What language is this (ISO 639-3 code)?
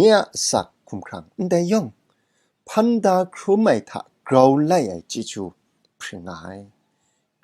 kac